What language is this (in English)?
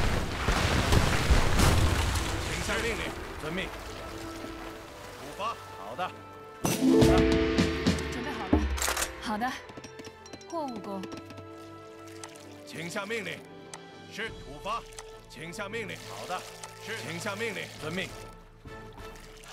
Chinese